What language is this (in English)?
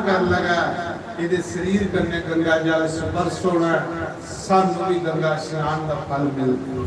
Dogri